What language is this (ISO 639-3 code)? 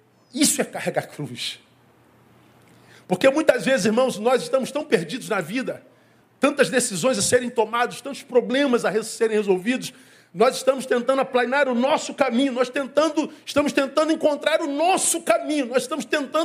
por